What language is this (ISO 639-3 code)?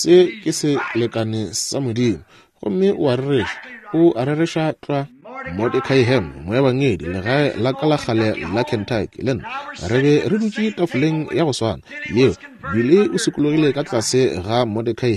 nso